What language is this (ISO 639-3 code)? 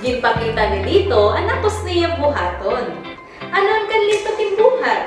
war